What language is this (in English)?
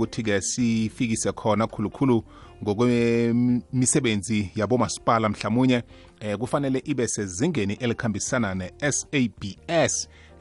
South Ndebele